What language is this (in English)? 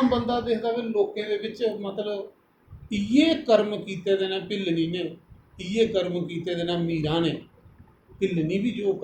Dogri